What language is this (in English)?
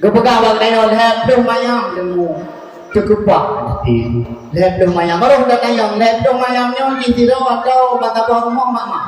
Achinese